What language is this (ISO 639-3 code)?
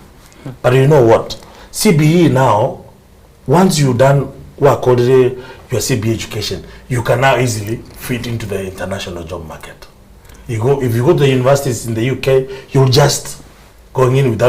guz